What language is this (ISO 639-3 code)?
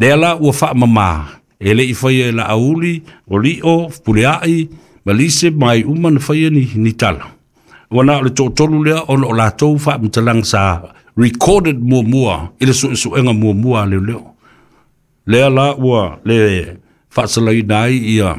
smo